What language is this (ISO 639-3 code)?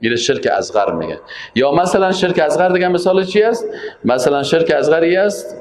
fas